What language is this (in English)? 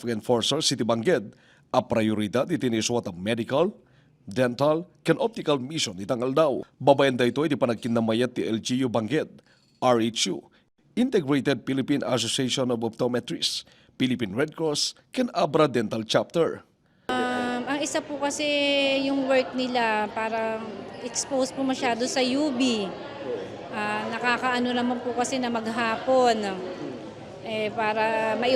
Iloko